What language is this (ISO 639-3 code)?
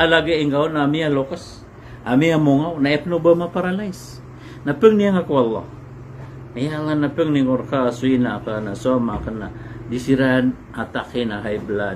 mrw